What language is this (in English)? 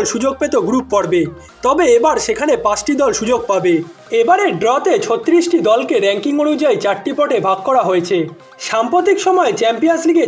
Bangla